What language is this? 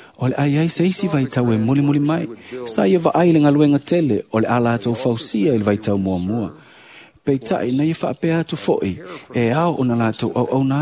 Samoan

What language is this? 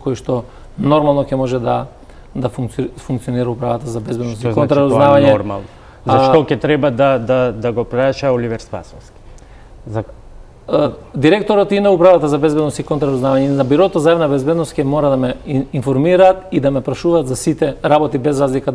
Macedonian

